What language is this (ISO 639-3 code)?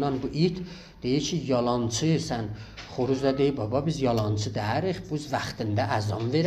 azb